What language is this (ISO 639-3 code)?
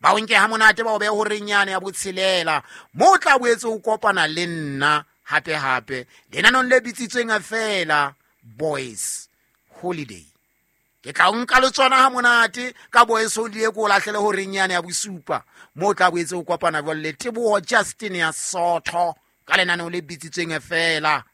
sot